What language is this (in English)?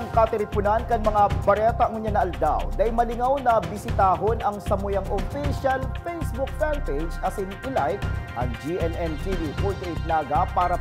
Bikol